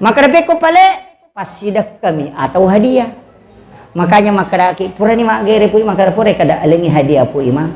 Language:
Buginese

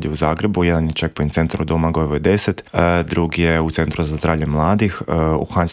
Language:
Croatian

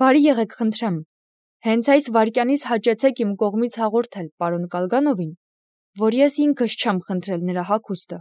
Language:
Armenian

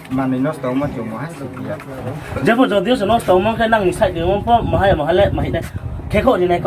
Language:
Riang (India)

